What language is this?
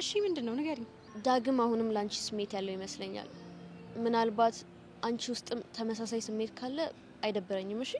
Amharic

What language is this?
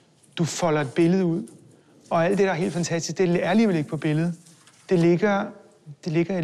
Danish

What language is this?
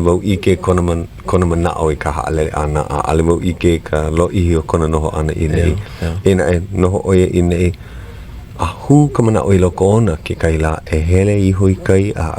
Hawaiian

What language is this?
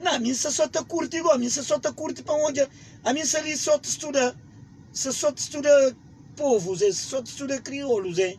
Kabuverdianu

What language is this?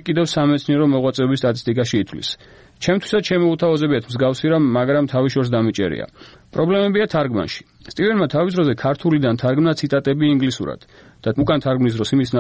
Georgian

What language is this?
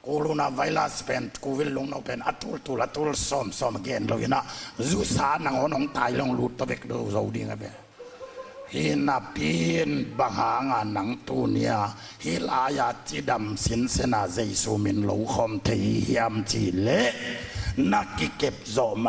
Tedim Chin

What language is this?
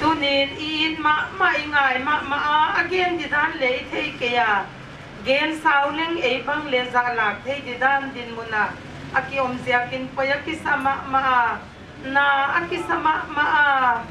Paite Chin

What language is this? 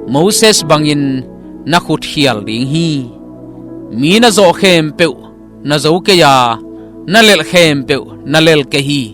Tedim Chin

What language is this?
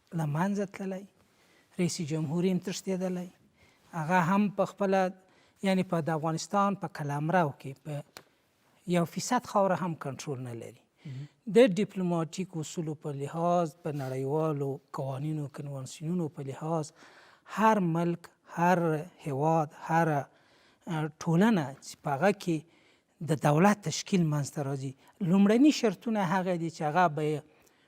Pashto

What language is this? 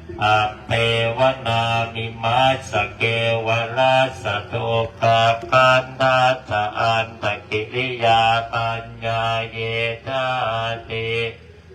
Pali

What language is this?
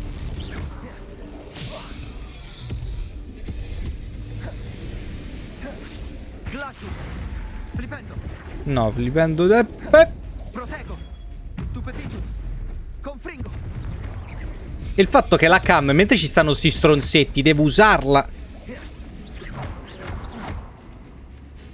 Italian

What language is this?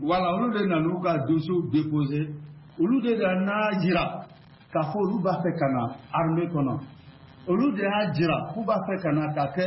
Bambara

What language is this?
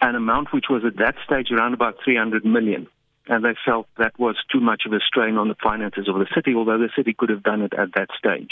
English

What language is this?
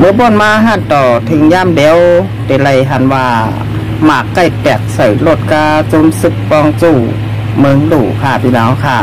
Shan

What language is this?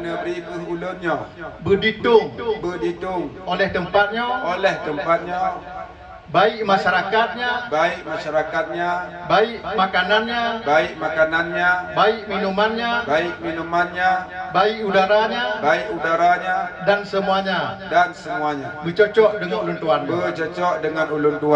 Achinese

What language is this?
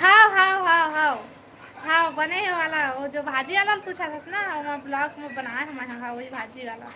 Chhattisgarhi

